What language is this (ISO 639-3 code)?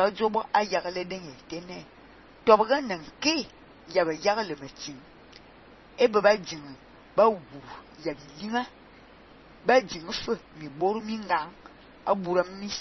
fan